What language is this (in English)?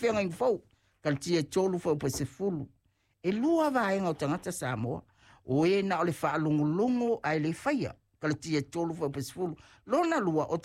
Samoan